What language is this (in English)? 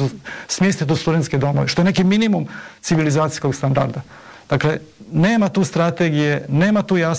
Croatian